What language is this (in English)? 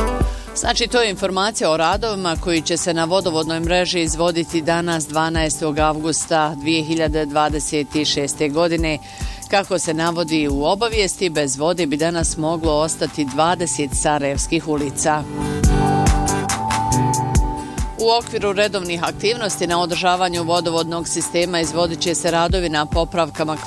Bosnian